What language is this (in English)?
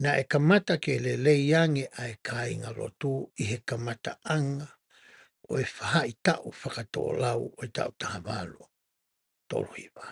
Tongan